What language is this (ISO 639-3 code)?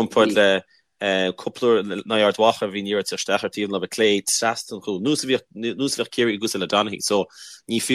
gle